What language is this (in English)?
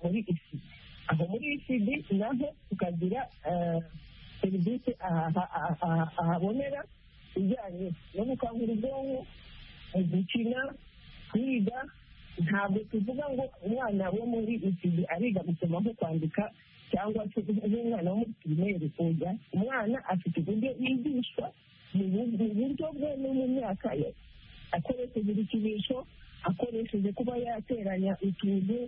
Kinyarwanda